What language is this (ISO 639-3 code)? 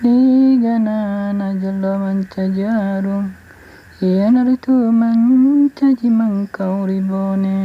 bug